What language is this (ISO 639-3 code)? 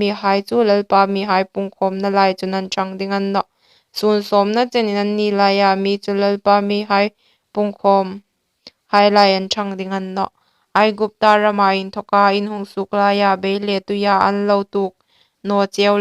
hmr